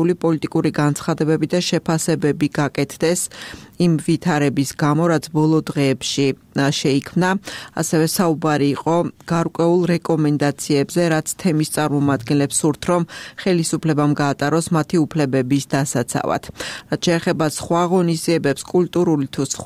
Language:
Georgian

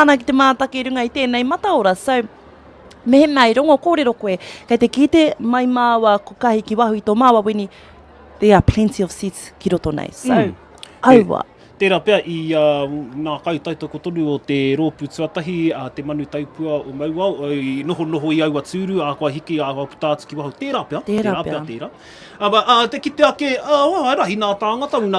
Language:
Māori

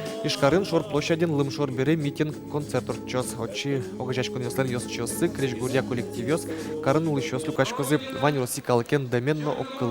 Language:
Udmurt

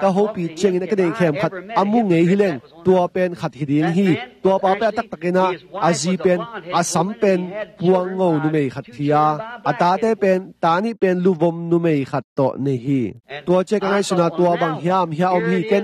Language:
Tedim Chin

